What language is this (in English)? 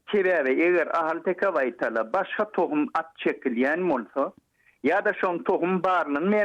Turkmen